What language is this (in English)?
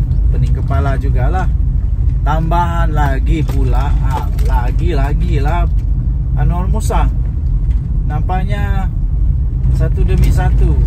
Malay